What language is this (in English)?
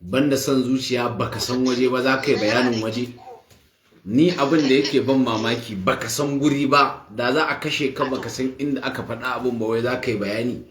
Hausa